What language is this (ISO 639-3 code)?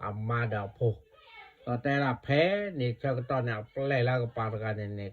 ksw